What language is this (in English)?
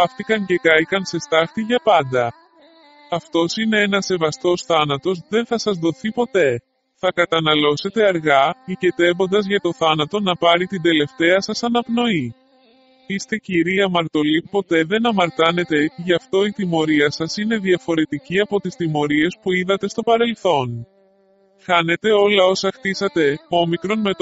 Greek